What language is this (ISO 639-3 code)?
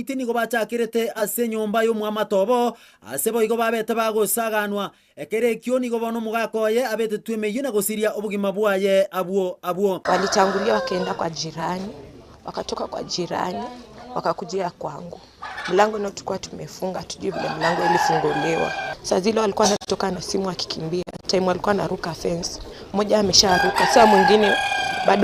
guz